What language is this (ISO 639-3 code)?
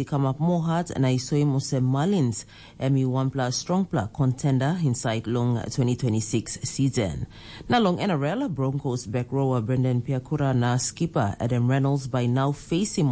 tpi